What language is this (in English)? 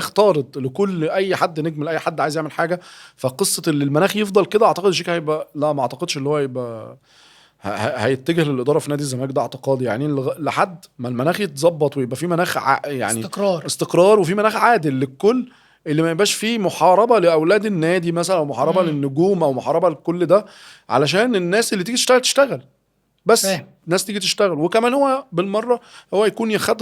Egyptian Arabic